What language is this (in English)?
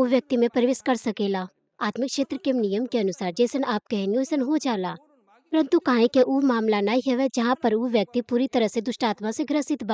Bhojpuri